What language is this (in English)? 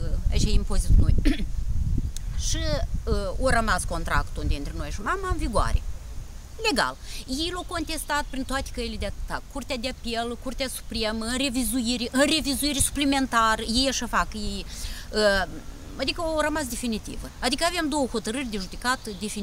Romanian